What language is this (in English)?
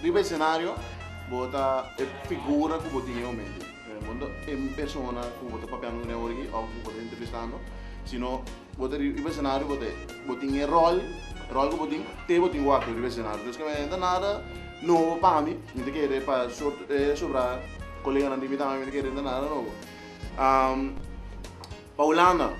Papiamento